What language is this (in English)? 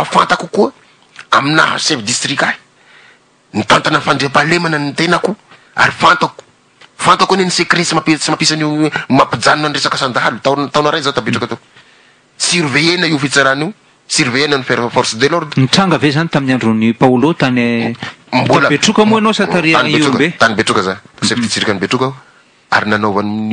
Malagasy